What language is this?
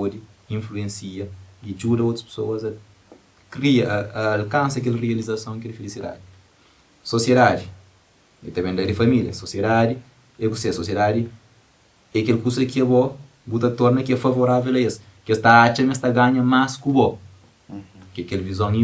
Kabuverdianu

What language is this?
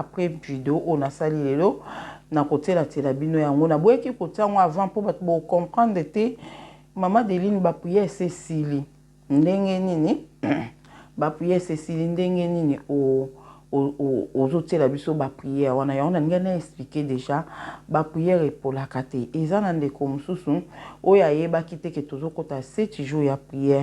Lingala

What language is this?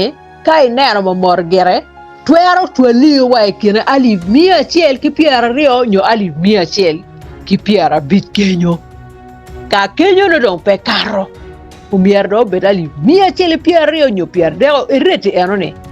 Acoli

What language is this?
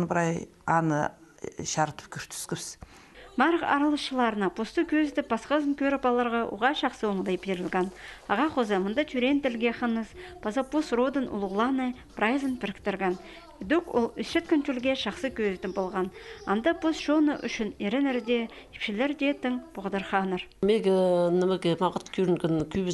Khakas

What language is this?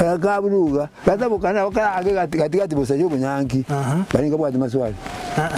Gusii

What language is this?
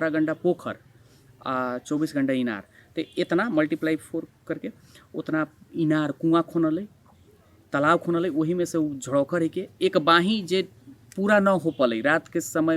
Maithili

